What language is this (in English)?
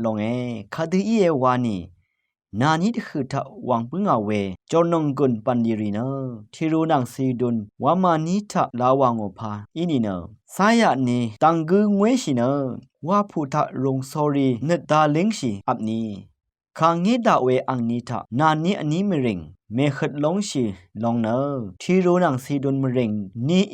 Rawang